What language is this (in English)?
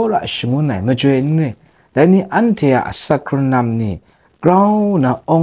Kachin